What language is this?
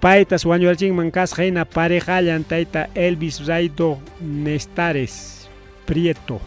Ayacucho Quechua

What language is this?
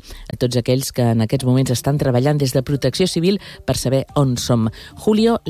Catalan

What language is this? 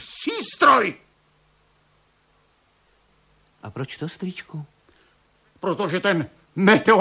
Czech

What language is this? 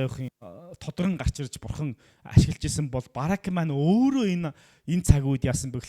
Mongolian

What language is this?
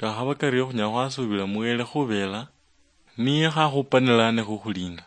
Luyia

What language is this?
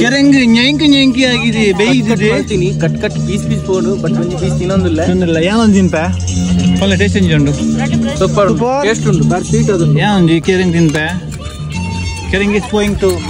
Tulu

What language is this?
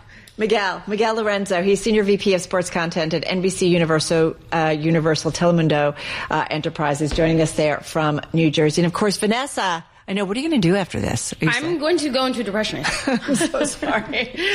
English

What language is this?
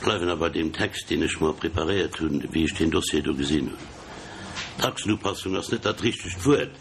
Luxembourgish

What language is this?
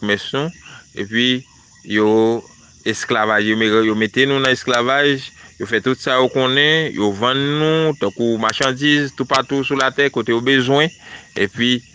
Haitian Creole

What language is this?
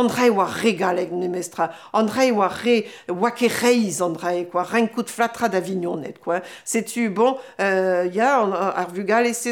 Breton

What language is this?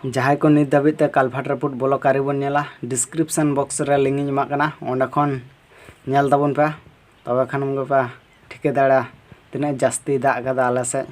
Santali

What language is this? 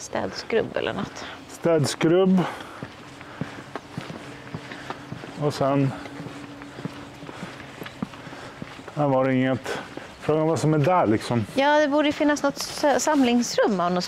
Swedish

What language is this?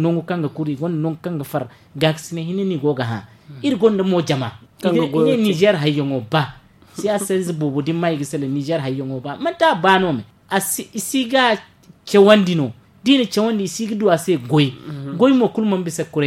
Zarma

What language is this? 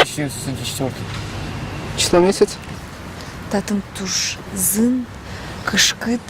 Udmurt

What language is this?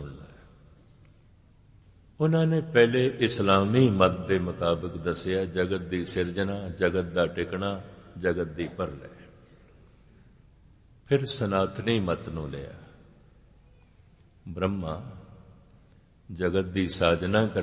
Punjabi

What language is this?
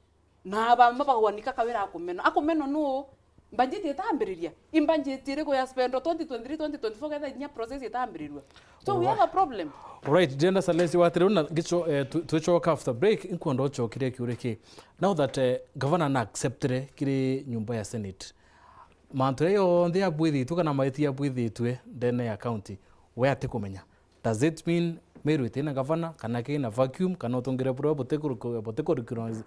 Meru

